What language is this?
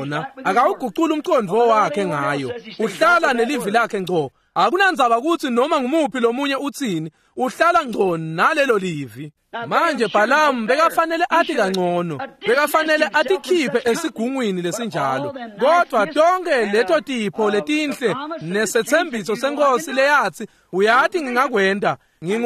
Swati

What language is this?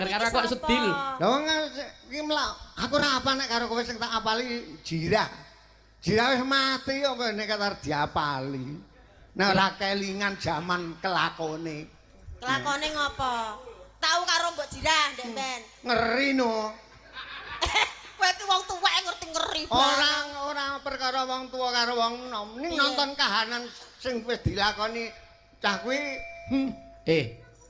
Javanese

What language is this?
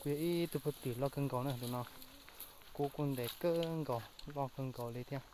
Hmong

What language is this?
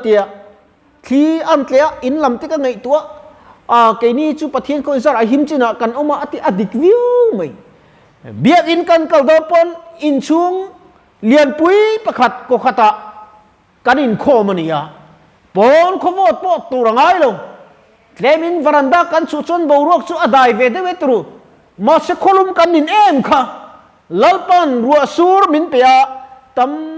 Mizo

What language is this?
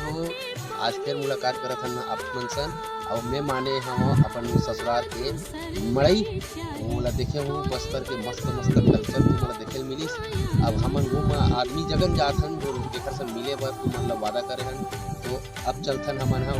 Chhattisgarhi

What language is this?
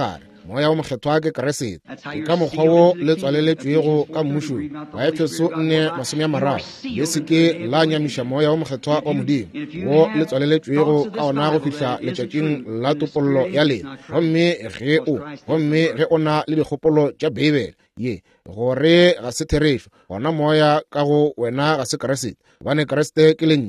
Northern Sotho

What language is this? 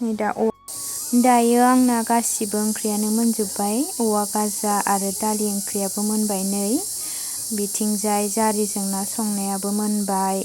Bodo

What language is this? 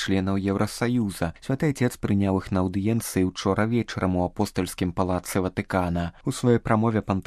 Belarusian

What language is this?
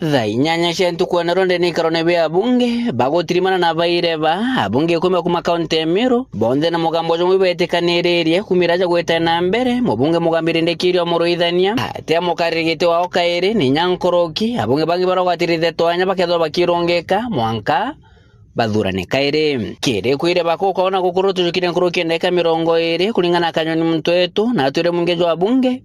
Meru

